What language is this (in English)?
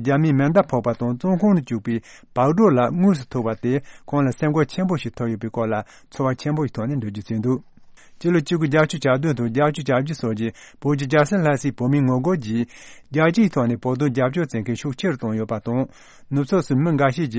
Tibetan